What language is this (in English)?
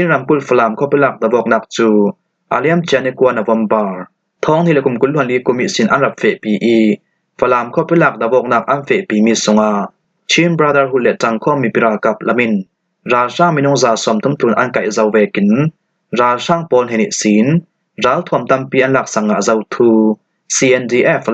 Falam Chin